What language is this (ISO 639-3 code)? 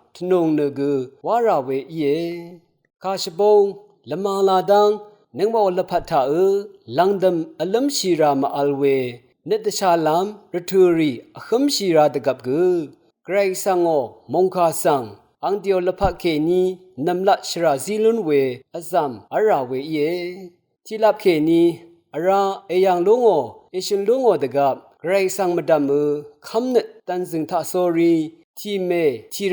raw